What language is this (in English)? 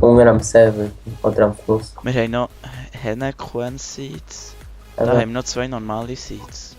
Swiss German